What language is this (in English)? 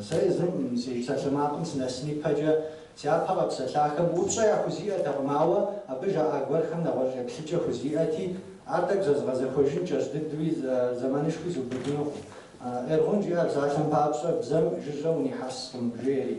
Kabardian